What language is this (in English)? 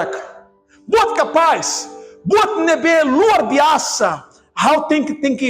Tetum